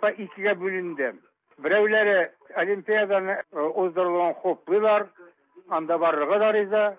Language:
Tatar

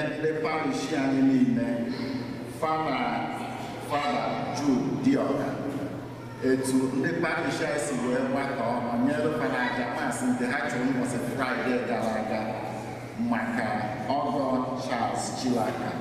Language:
Igbo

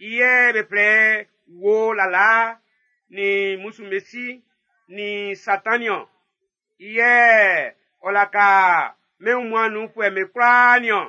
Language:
Baoulé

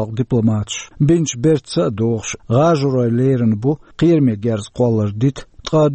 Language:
Chechen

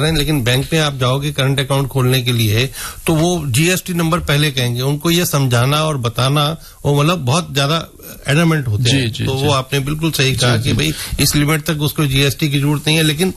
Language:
Hindi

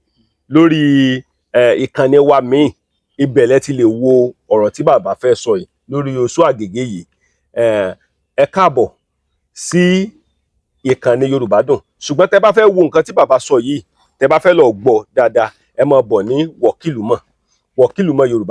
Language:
Yoruba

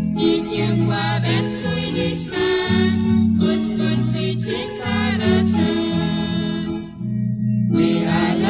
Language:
Kekchí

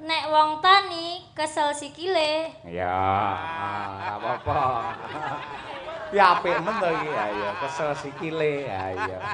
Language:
Javanese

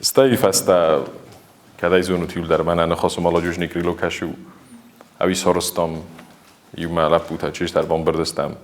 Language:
Ossetic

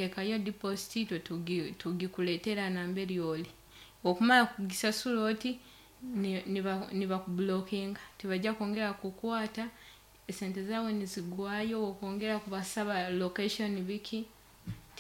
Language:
Nyankole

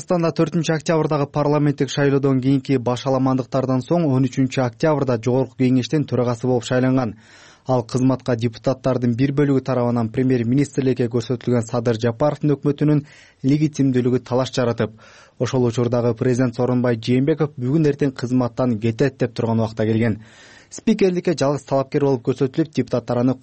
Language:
Kyrgyz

